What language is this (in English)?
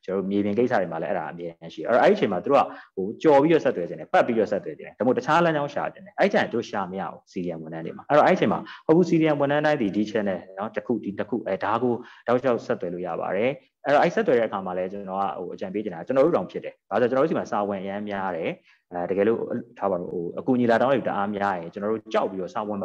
Burmese